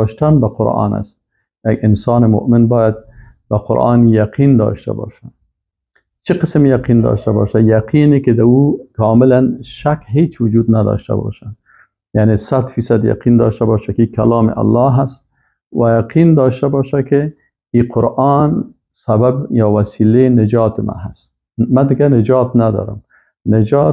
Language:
Persian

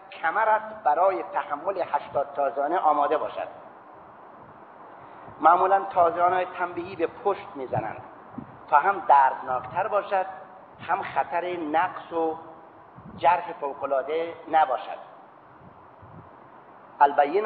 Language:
Persian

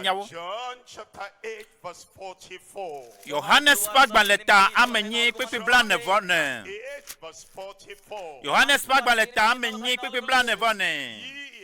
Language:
Ewe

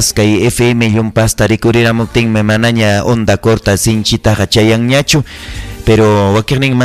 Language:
Ayacucho Quechua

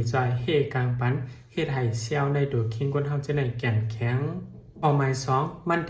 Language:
Shan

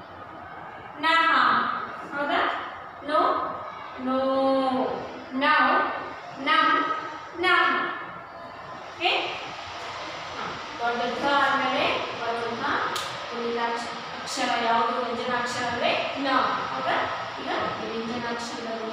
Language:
Kannada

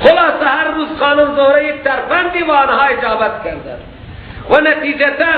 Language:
Persian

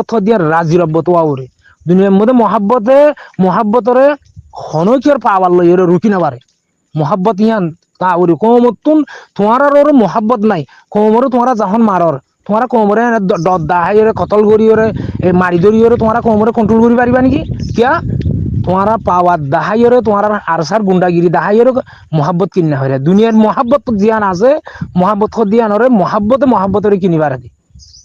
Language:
Rohingya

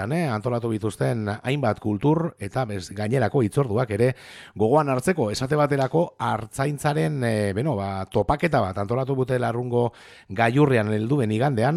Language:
Basque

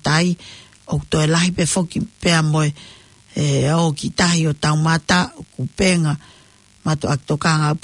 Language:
Tongan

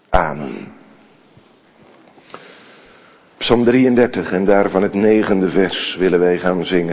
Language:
Dutch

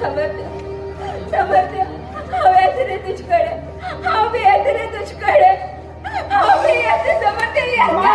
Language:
Konkani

